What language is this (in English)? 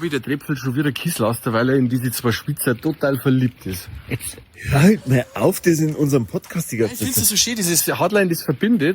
Bavarian